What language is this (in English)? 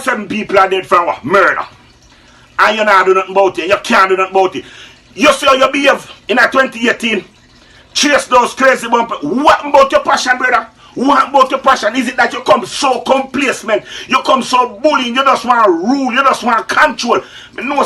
Jamaican Creole English